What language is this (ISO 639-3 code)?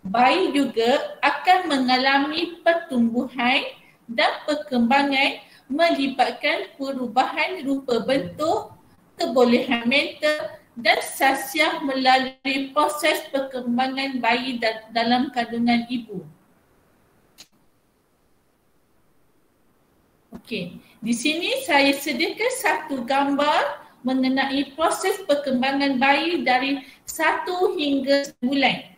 msa